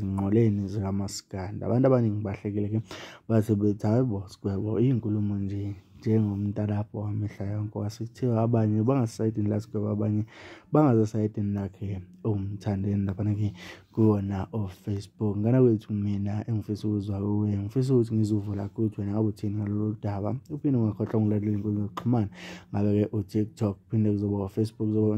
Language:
Zulu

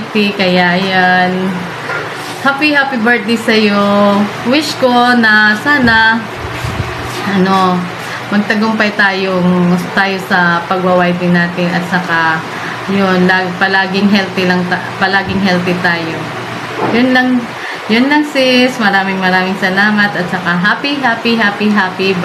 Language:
Filipino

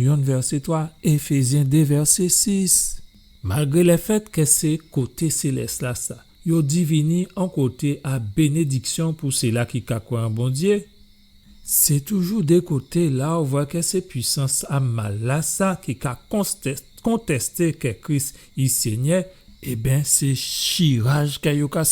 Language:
Guadeloupean Creole French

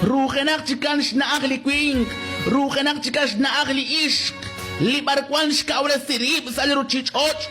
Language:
Kekchí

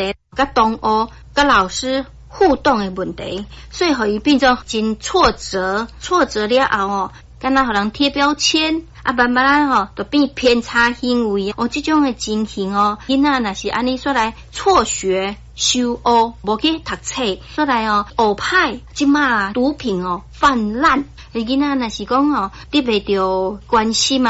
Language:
Min Nan Chinese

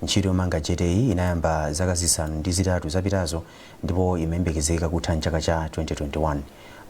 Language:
Nyanja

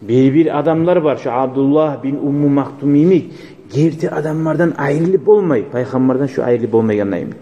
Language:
Kumyk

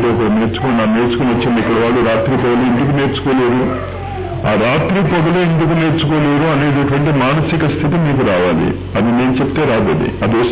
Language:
Telugu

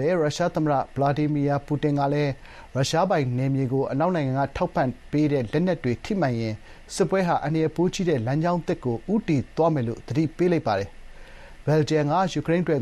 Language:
Burmese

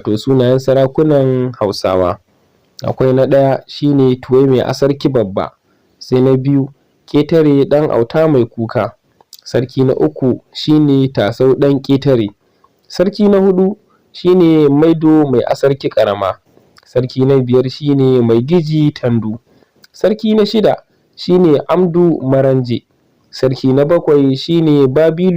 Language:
Hausa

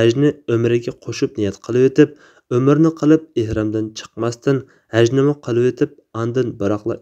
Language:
Uyghur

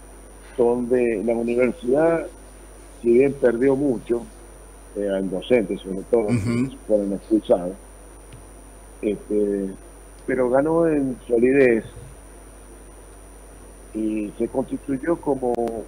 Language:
Spanish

